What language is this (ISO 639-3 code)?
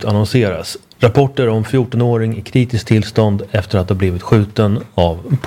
swe